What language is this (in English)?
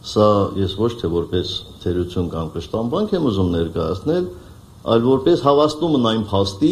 Armenian